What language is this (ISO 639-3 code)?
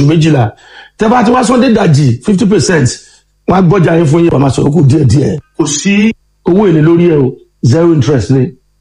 yor